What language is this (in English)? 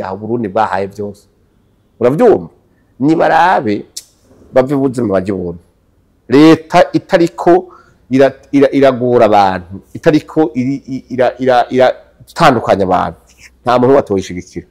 Rundi